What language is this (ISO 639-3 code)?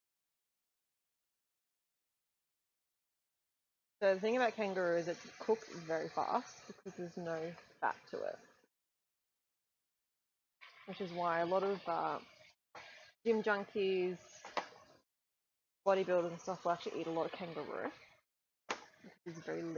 eng